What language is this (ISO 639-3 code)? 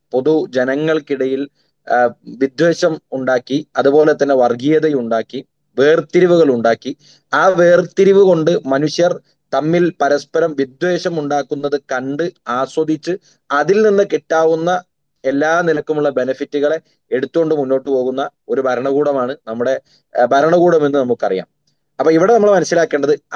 mal